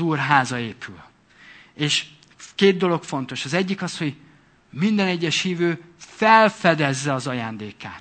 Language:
Hungarian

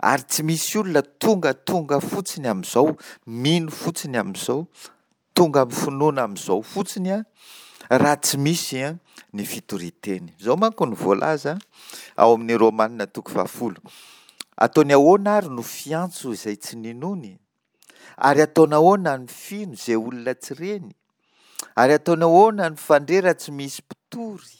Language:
Malagasy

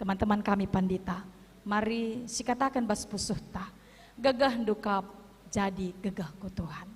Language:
Batak Karo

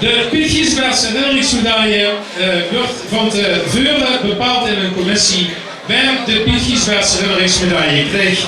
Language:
Limburgish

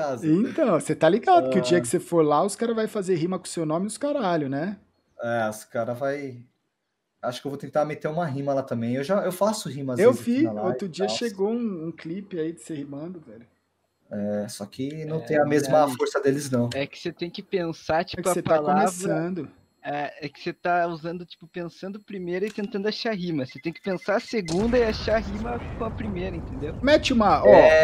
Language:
Portuguese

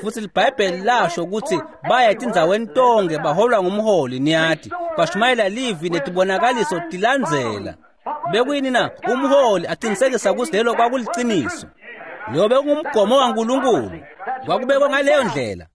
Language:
Swati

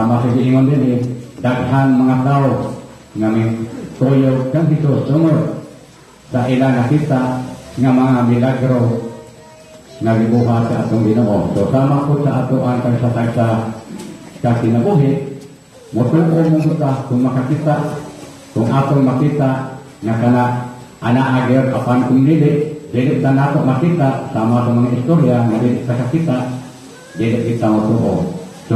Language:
Cebuano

